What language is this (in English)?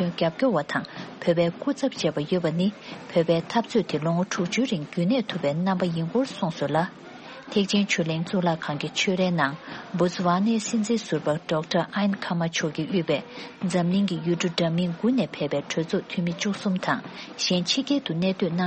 Tibetan